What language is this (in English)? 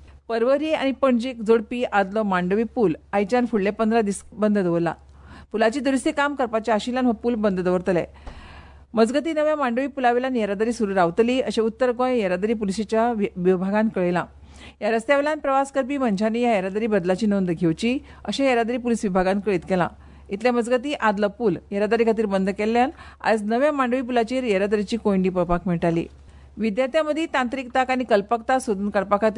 Konkani